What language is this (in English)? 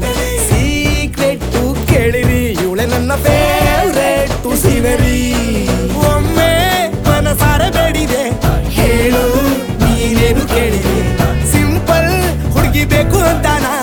Kannada